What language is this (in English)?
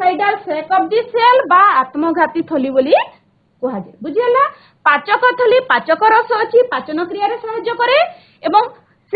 Odia